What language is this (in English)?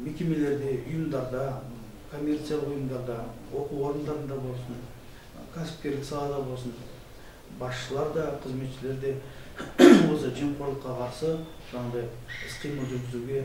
Kazakh